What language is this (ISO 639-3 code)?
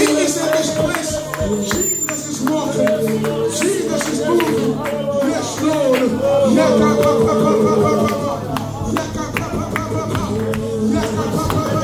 eng